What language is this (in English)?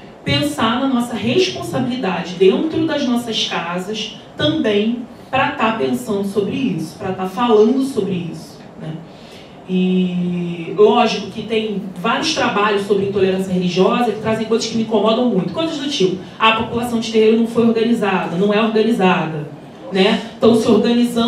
Portuguese